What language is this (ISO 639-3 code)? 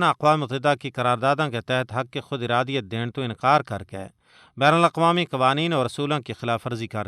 gju